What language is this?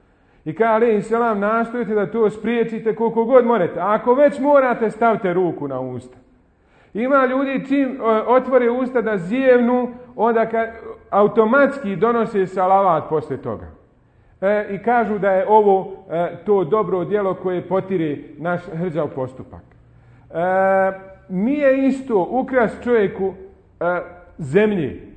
Bosnian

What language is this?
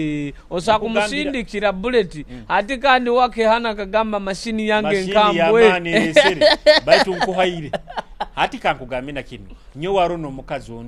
Nyoro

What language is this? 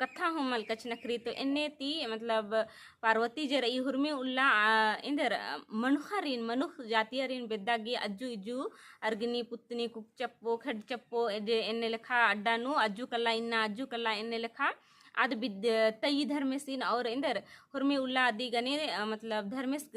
Kurukh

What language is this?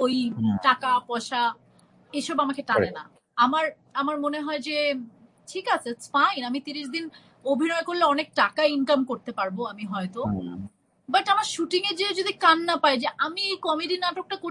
Bangla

